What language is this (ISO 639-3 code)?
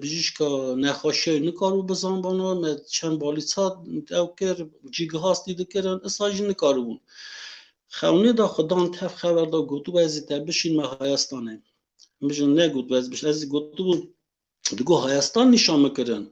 kur